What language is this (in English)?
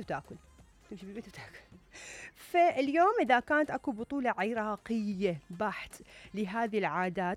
Mesopotamian Arabic